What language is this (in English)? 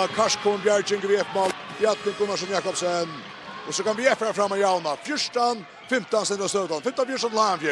Faroese